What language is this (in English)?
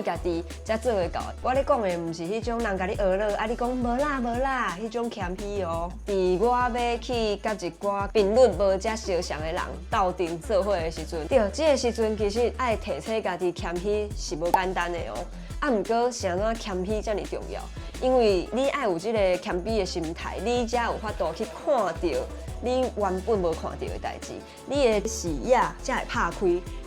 Min Nan Chinese